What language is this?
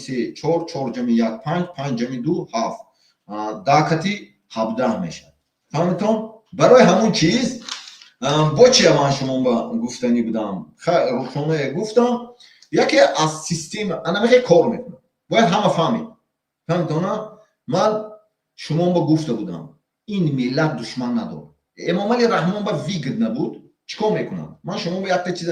Tajik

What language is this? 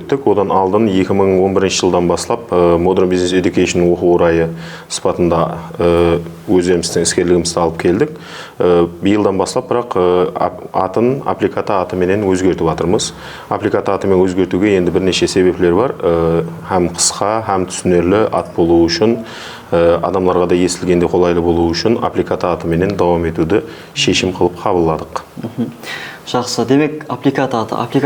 Kara-Kalpak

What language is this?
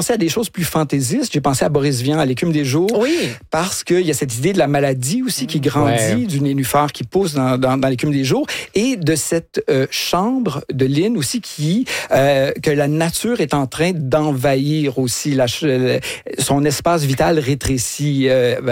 French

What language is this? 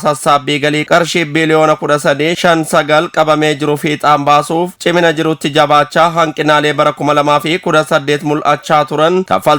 Oromo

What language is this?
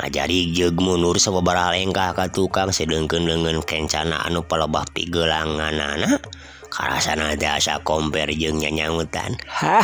Sundanese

